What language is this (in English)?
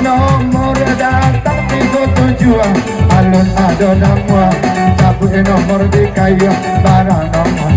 Minangkabau